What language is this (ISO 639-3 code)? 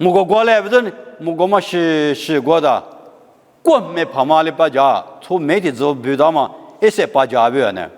lis